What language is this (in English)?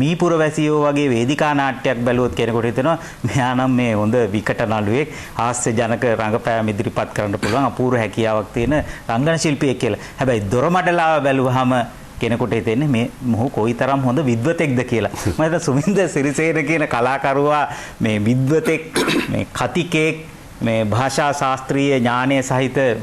Sinhala